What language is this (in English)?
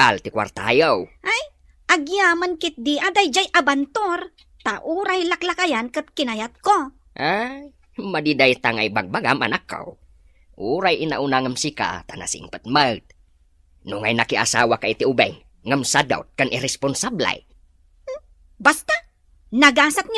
Iloko